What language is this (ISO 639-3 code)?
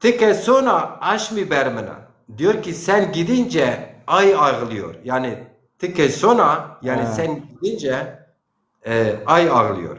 zza